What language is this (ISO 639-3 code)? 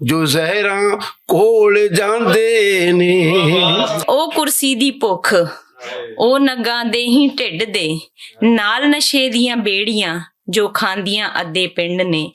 lah